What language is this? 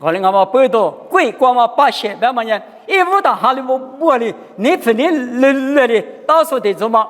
Lisu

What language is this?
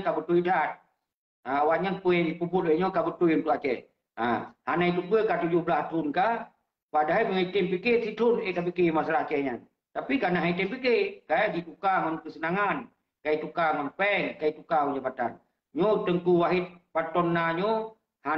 Achinese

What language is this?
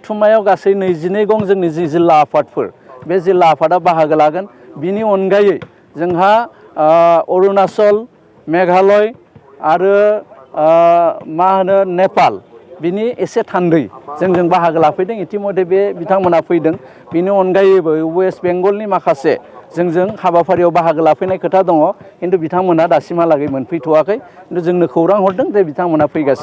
Bodo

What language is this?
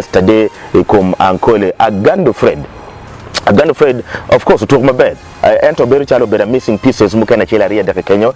Acoli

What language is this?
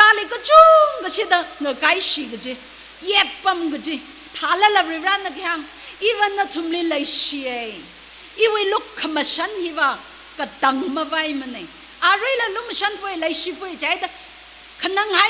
Tangkhul Naga (India)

